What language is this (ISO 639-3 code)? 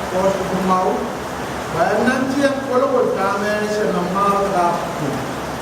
pon